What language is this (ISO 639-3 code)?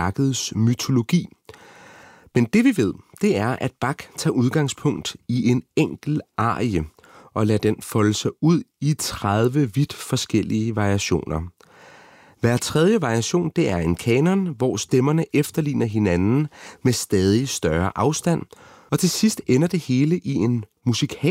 dan